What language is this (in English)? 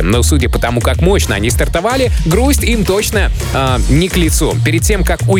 Russian